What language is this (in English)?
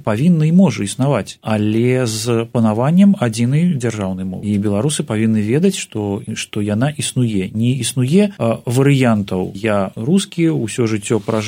Belarusian